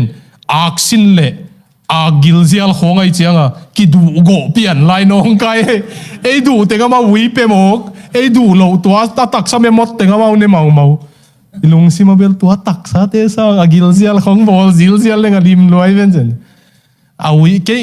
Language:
Tedim Chin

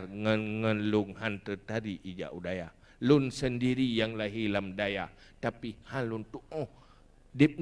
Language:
Achinese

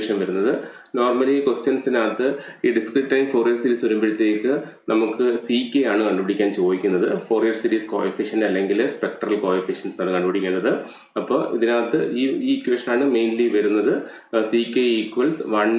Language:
Malayalam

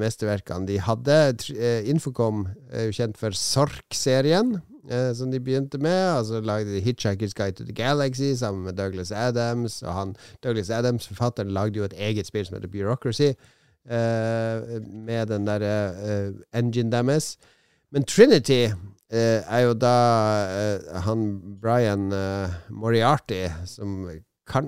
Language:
Norwegian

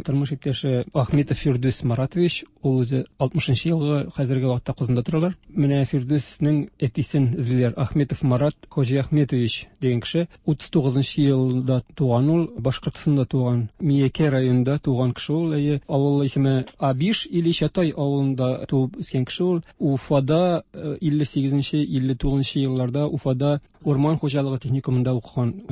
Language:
Tatar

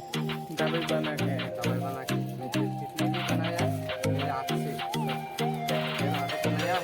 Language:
Kok Borok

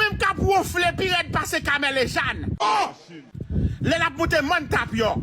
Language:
Haitian Creole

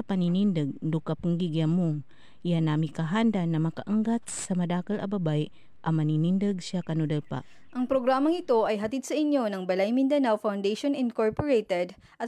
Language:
Filipino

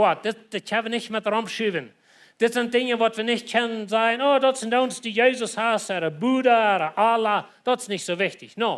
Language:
Plautdietsch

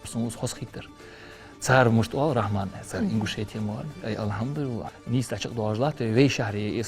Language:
Ingush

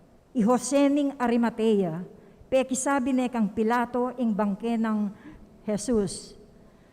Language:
Pampanga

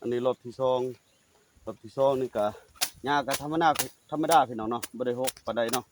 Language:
Lao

